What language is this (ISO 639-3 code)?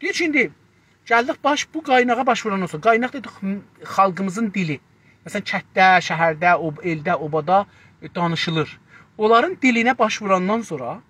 azb